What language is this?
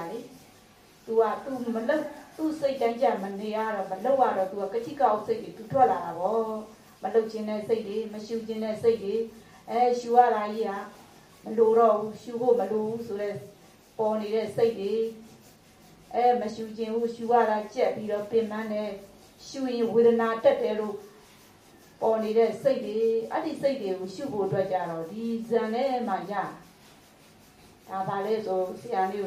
Burmese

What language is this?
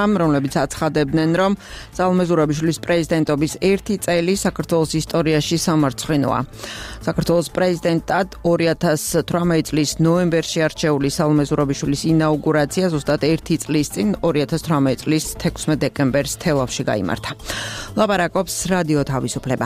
Georgian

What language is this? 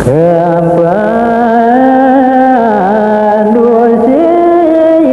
Balinese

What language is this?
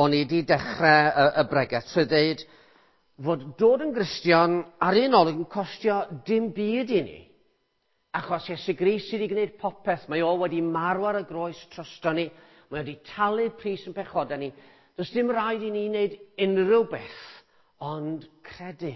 Welsh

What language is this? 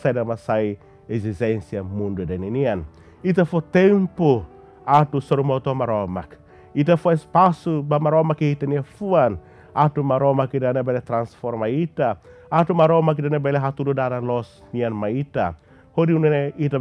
Tetum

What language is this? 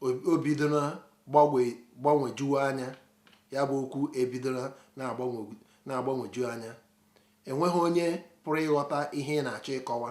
Igbo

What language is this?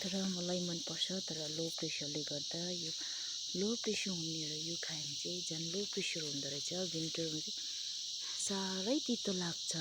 Nepali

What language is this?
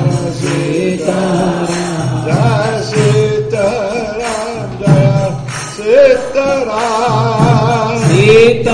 Hindi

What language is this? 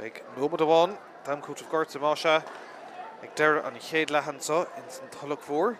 Irish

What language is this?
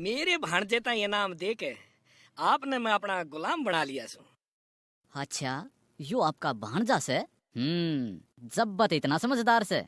Haryanvi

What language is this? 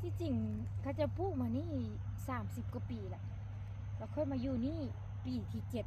Lao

